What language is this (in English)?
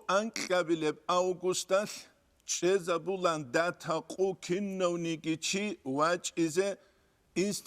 Avaric